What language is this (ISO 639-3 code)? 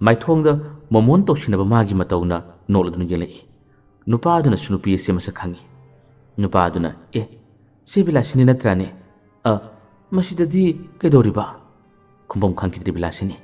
mni